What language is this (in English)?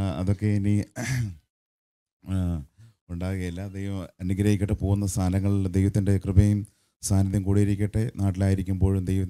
Malayalam